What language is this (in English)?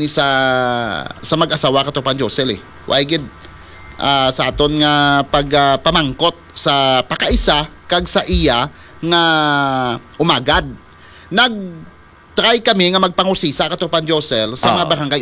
Hiligaynon